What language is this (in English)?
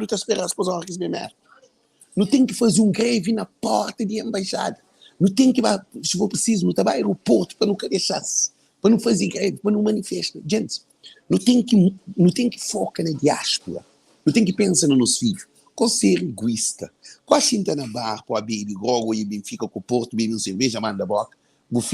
Kabuverdianu